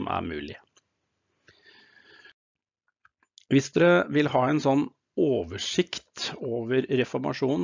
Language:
Norwegian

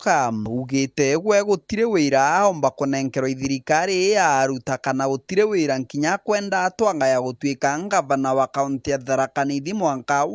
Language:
Meru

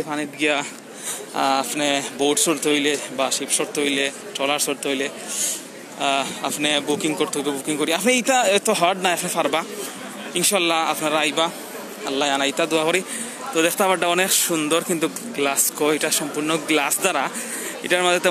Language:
Sylheti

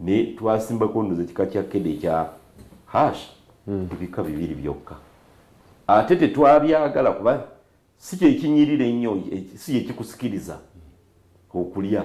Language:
Soga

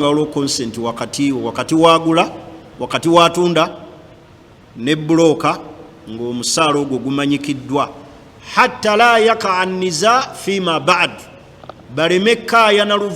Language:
Ganda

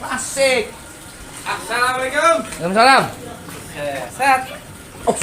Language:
Betawi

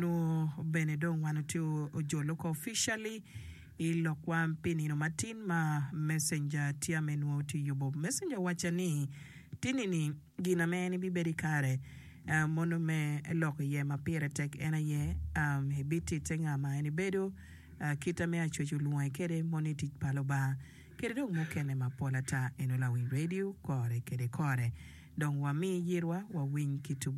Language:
Acoli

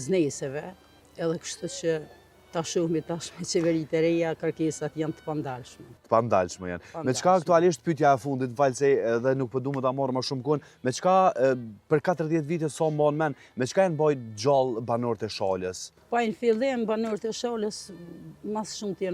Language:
Albanian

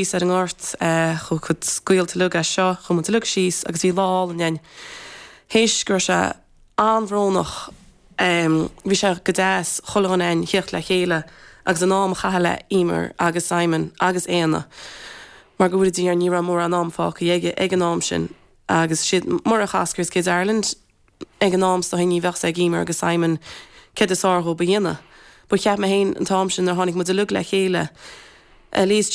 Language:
Irish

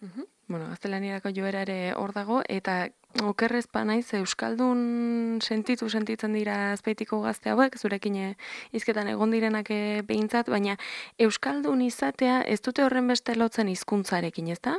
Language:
Basque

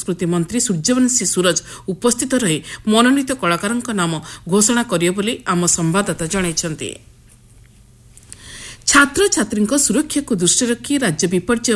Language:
Odia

